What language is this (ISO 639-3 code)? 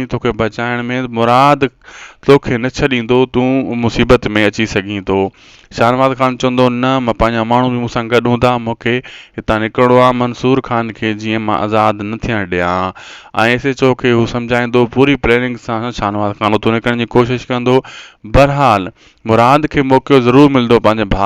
snd